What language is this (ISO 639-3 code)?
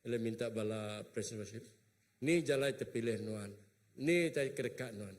iba